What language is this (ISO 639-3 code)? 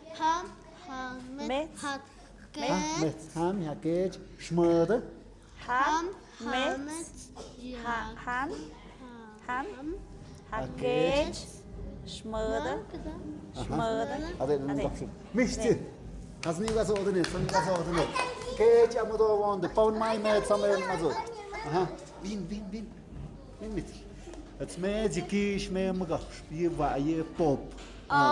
mxp